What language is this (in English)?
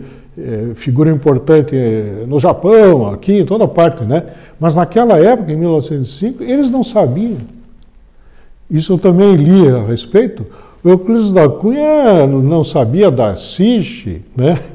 Portuguese